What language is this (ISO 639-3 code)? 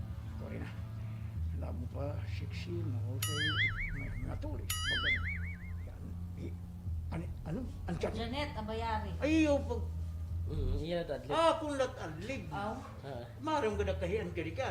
war